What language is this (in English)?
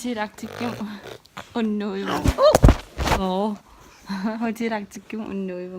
Kalaallisut